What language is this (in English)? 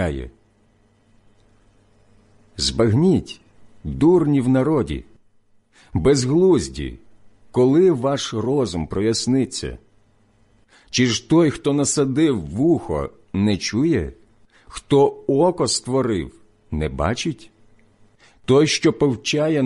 Ukrainian